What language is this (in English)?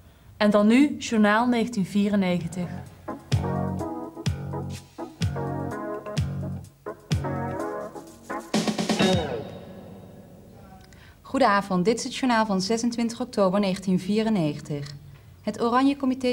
Dutch